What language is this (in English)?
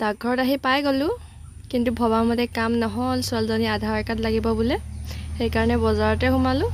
Assamese